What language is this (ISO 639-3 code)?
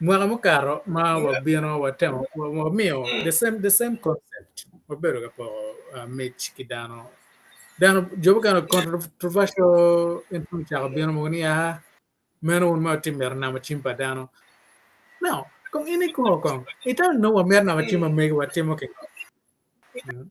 ach